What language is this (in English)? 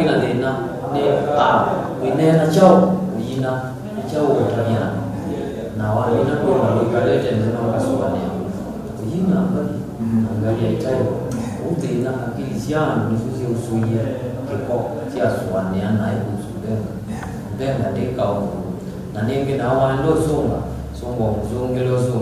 Kamba